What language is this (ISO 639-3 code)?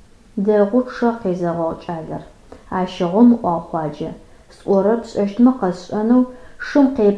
ady